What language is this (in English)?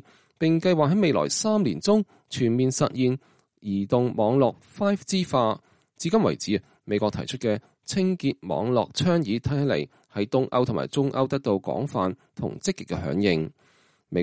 Cantonese